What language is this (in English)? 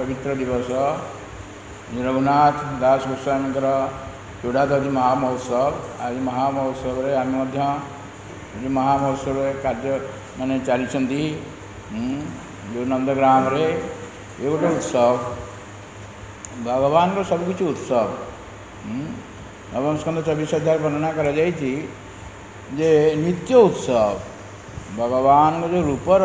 Odia